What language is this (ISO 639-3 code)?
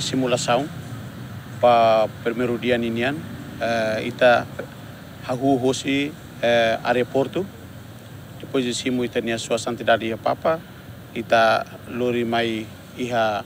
tet